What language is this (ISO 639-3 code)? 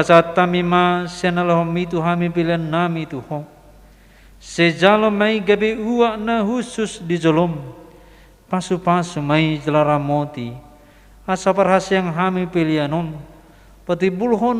bbc